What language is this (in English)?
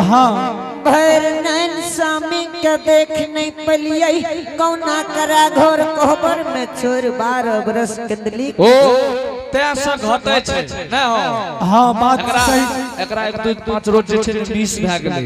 Angika